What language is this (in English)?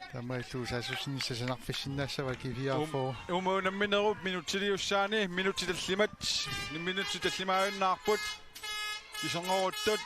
Kalaallisut